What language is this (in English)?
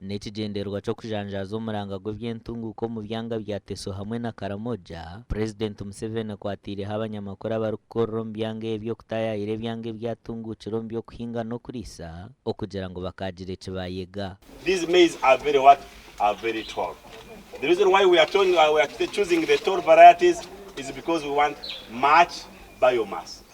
Nyankole